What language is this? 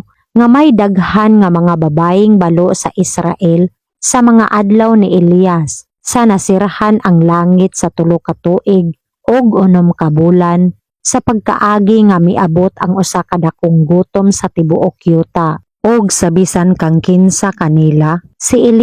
Cebuano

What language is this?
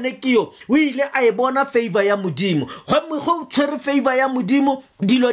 Tswana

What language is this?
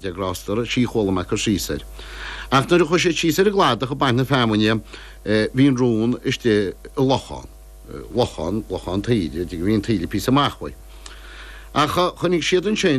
Irish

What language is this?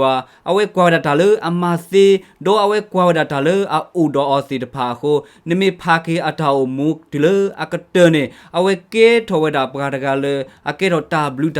S'gaw Karen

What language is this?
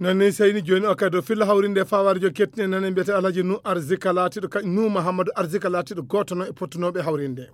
Fula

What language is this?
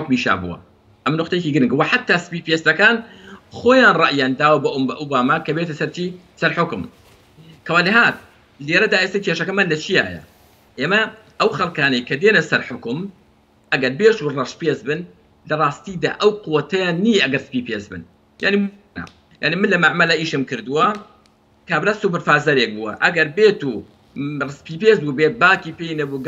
Central Kurdish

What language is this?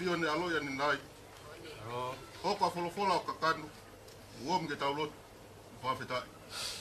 Tongan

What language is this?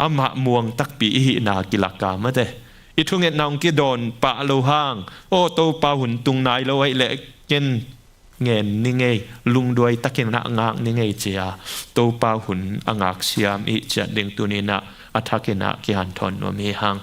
Tedim Chin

